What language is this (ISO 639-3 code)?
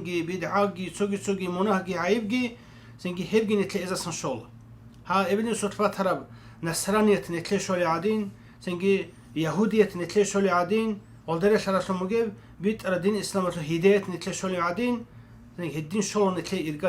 ava